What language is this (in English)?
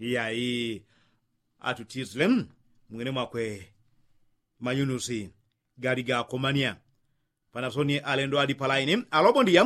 Yao